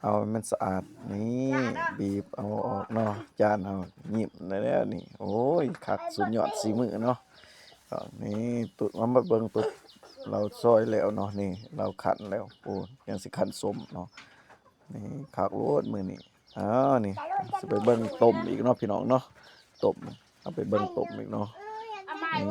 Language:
Lao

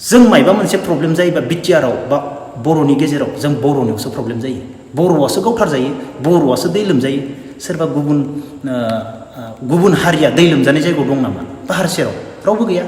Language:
Bodo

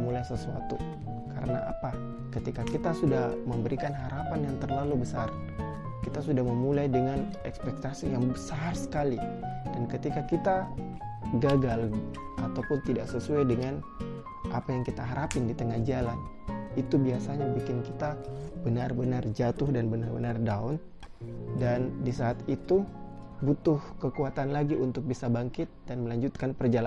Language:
Indonesian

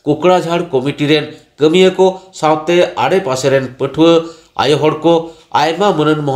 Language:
Santali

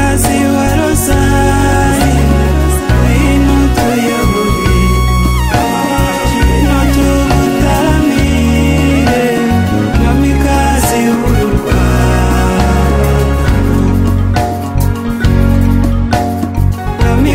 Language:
Kinyarwanda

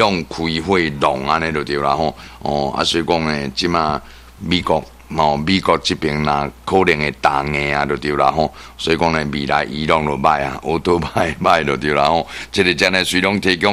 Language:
Min Nan Chinese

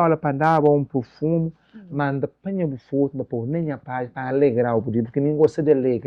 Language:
Kabuverdianu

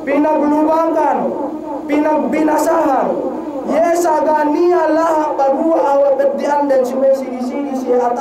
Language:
Yakan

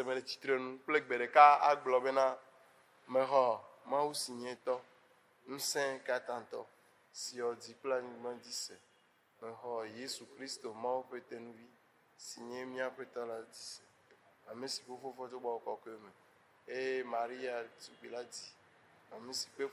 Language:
Ewe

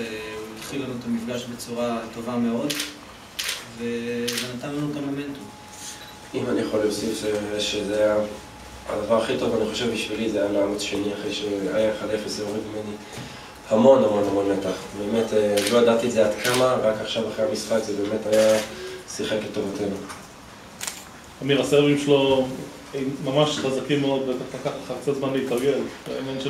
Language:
Hebrew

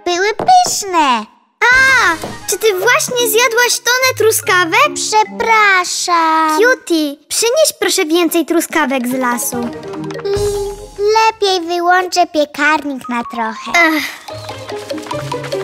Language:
Polish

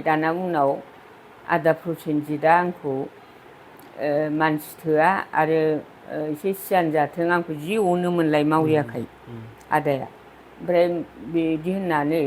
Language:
Bodo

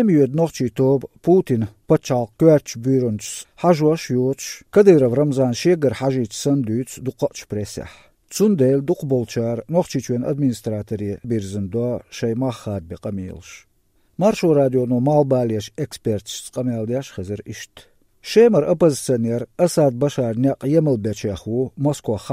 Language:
Chechen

